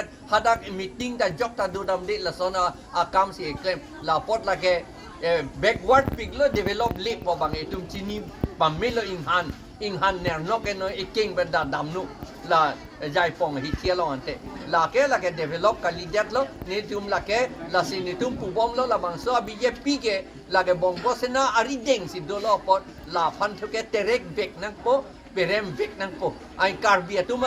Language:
Karbi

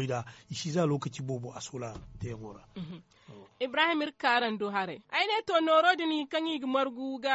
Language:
Zarma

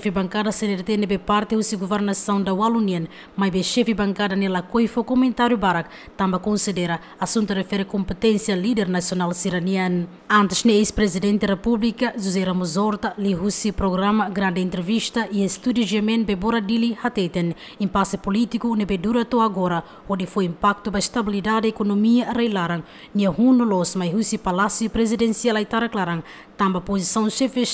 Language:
Tetum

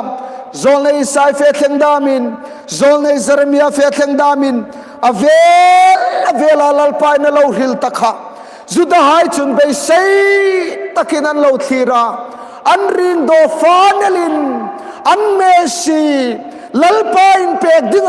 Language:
Hmar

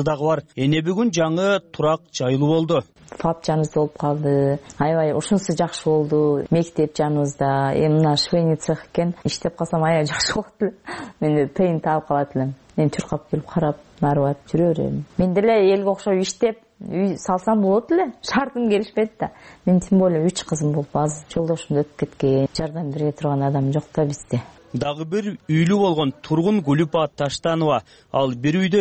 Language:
Kyrgyz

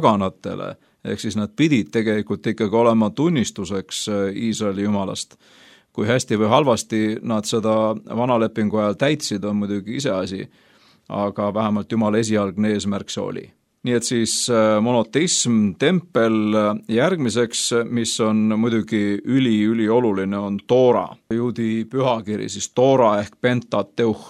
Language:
Estonian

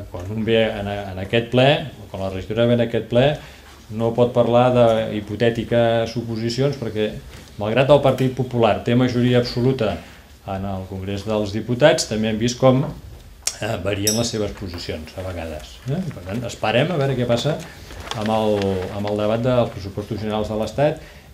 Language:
Catalan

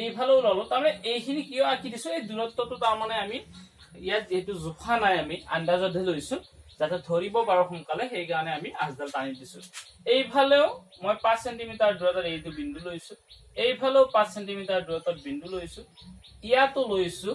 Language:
Assamese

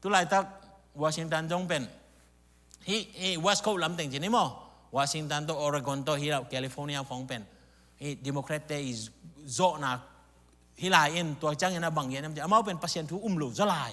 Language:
Tedim Chin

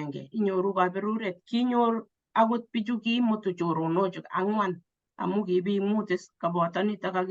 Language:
Kalenjin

